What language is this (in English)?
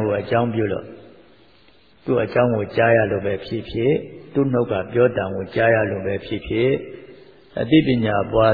Burmese